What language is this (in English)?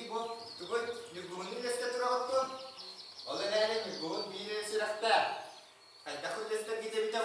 Yakut